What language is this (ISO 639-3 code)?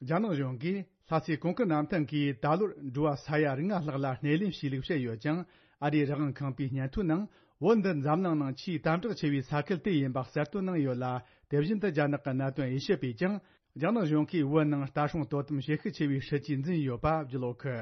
bod